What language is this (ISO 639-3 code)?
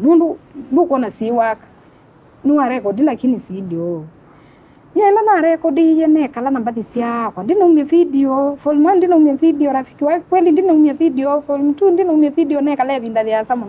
kam